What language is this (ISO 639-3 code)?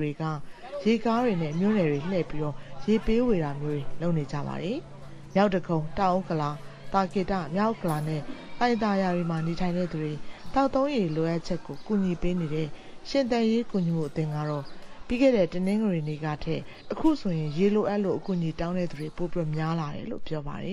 mya